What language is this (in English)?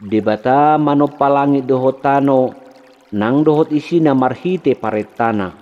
Batak Toba